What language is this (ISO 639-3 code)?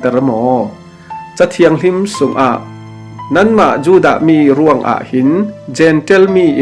cfm